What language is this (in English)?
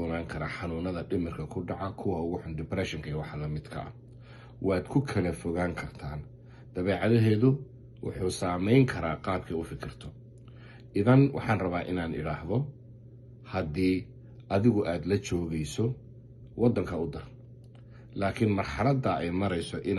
Somali